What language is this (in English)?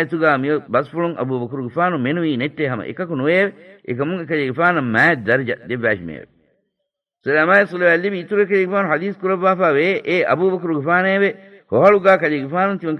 Divehi